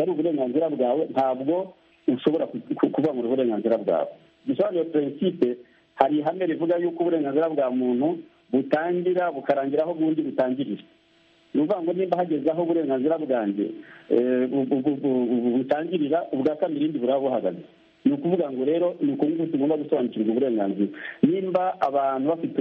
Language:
Kinyarwanda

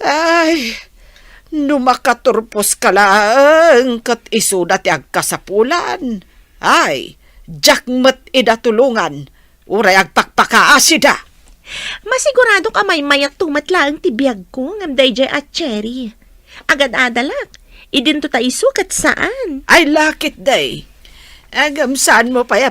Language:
Iloko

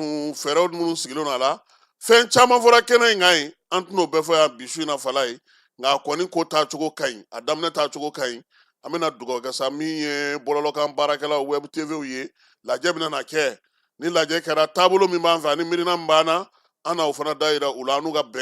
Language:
Bambara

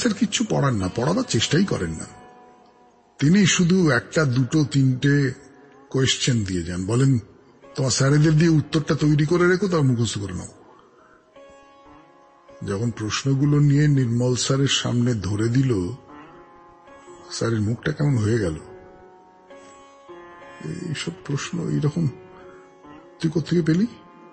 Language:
Bangla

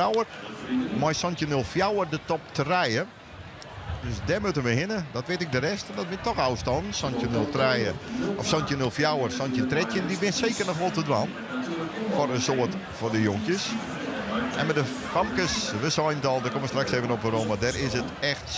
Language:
Western Frisian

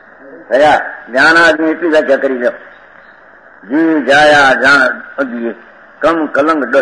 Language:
Gujarati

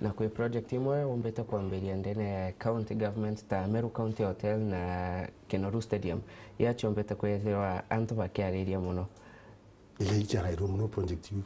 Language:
Meru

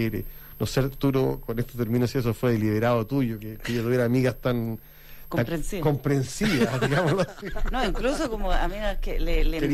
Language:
Spanish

